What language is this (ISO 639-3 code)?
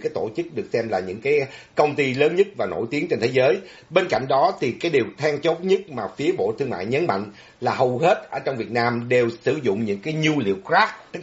vie